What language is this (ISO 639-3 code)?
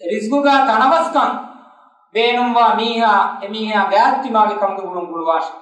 div